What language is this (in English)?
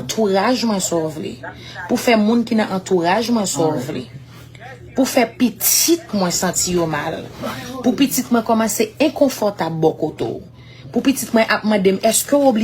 Haitian Creole